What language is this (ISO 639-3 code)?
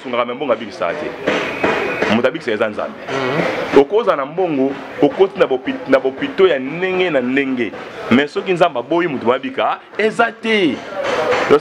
lin